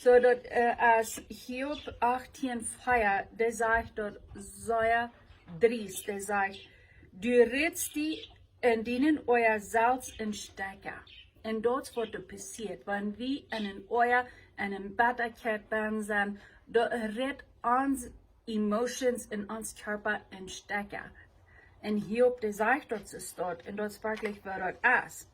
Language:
Plautdietsch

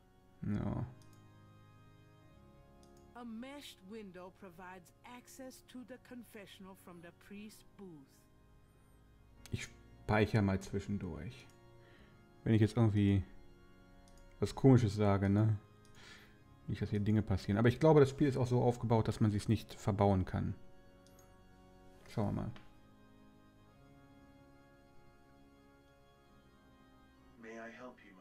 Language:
German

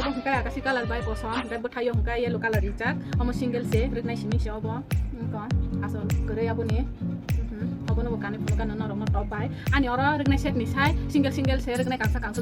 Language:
Kok Borok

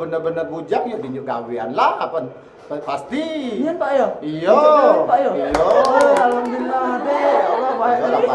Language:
Musi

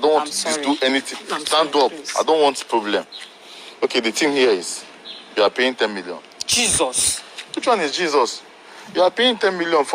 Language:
Nigerian Pidgin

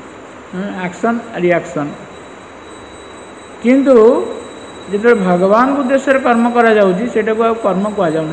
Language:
Odia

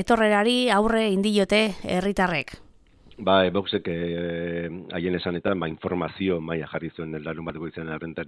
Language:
Basque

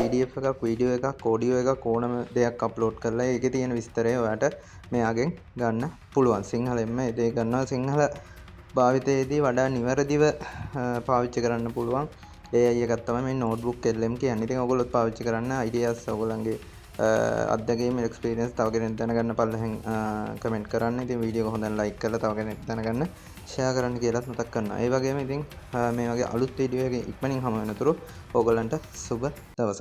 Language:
Sinhala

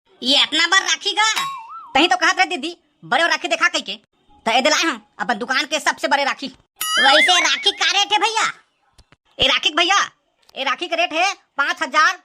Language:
Chhattisgarhi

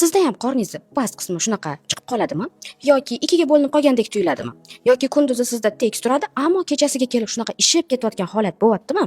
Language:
Uzbek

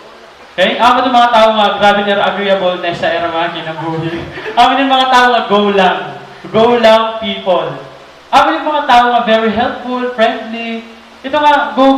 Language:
Waray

